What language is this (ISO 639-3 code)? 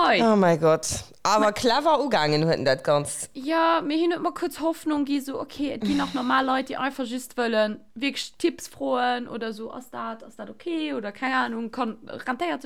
ltz